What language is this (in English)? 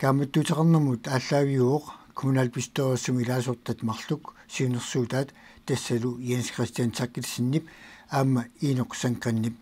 Kalaallisut